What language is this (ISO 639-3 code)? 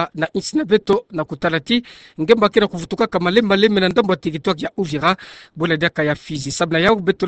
ktu